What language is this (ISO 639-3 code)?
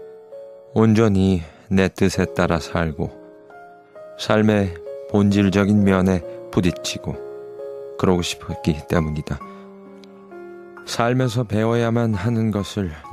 kor